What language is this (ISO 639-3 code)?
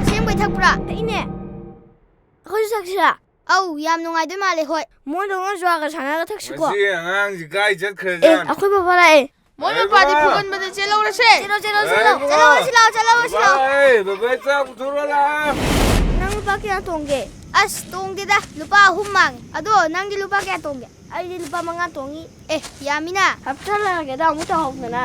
mni